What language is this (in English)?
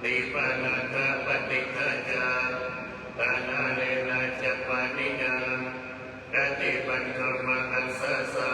Pali